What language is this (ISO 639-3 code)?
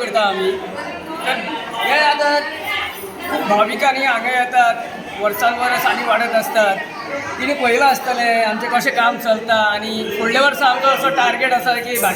kok